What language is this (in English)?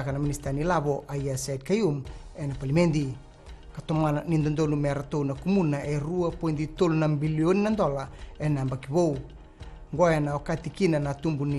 Fijian